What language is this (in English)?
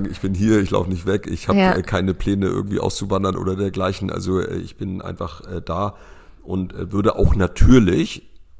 German